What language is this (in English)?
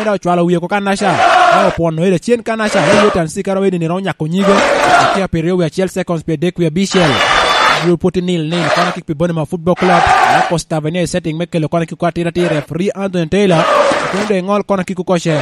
Lango (Uganda)